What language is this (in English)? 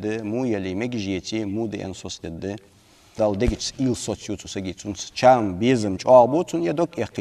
Ingush